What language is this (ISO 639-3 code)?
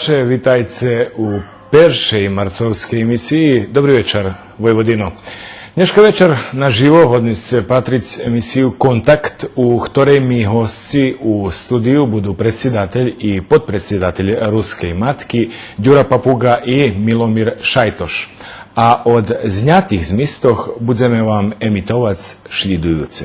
rue